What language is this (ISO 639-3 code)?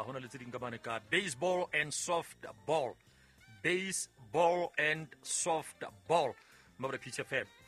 sot